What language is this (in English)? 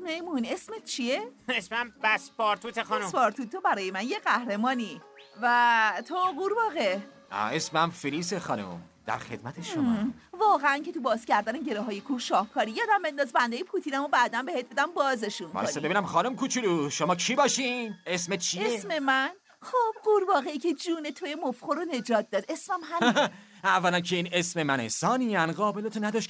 Persian